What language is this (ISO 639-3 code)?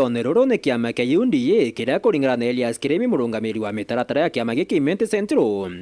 mer